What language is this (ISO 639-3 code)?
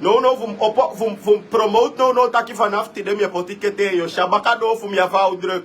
srn